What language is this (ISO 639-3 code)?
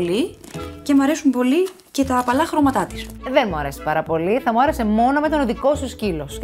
ell